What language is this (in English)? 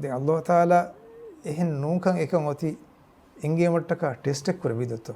Divehi